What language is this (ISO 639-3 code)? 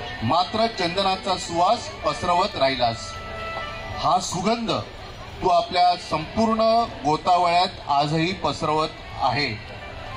mar